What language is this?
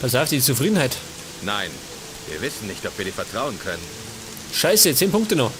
Bavarian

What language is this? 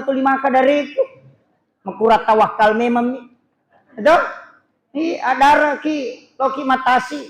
Buginese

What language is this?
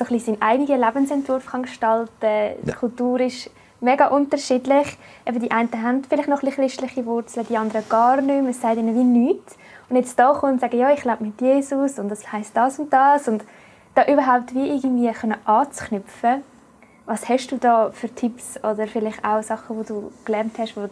Swiss German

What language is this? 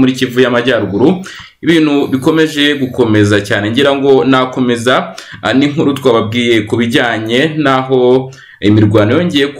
Kinyarwanda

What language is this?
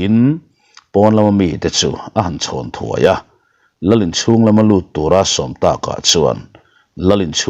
Mizo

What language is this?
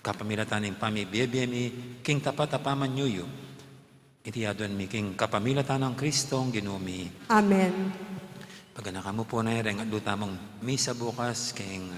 Pampanga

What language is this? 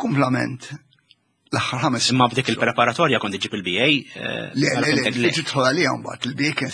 Maltese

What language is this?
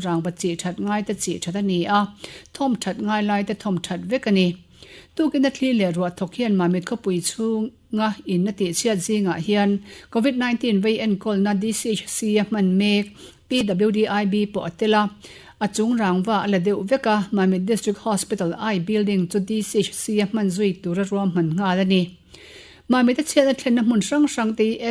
Mizo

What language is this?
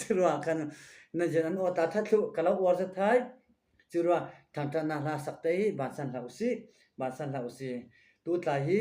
Falam Chin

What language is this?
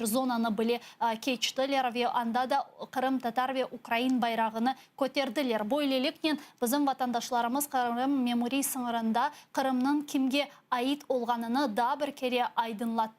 Crimean Tatar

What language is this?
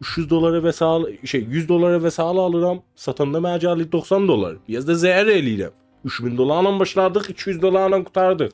South Azerbaijani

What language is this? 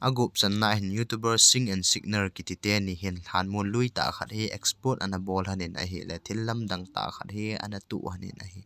Thado Chin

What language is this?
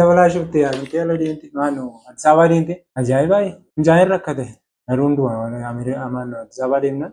Oromo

